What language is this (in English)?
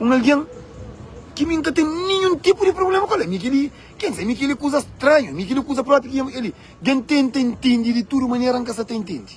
Kabuverdianu